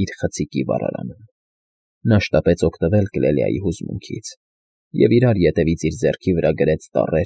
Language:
Armenian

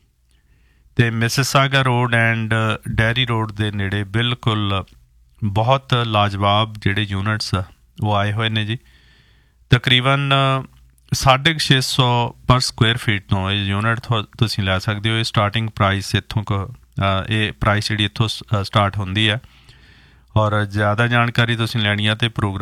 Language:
Punjabi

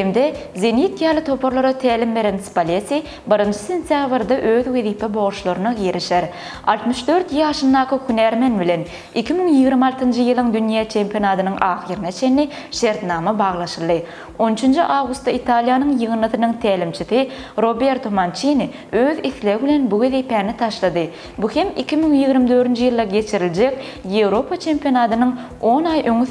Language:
Turkmen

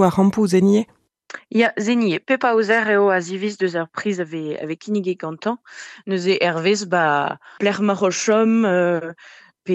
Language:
Breton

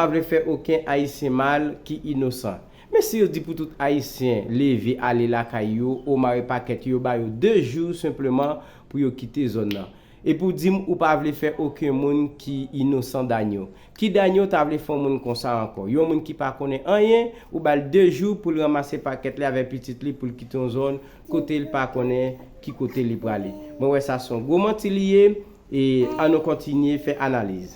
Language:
Haitian Creole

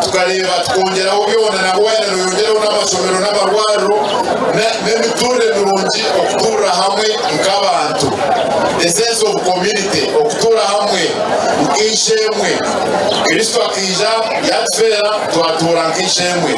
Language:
Nyankole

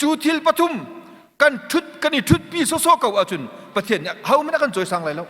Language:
Hakha Chin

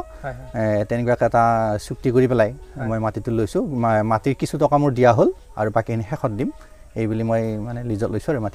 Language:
Assamese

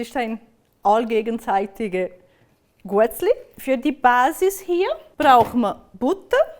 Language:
Swiss German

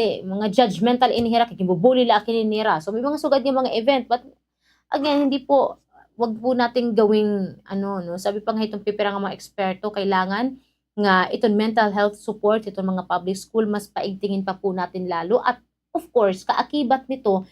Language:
Waray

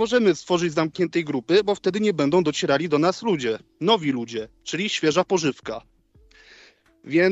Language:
Polish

